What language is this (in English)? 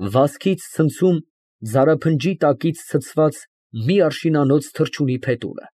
Armenian